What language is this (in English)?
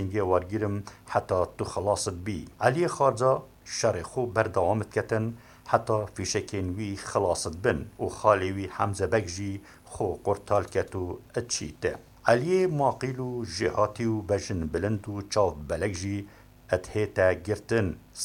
Kurdish